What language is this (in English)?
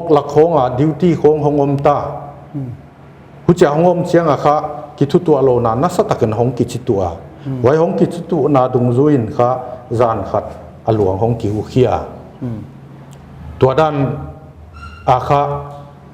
Paite Chin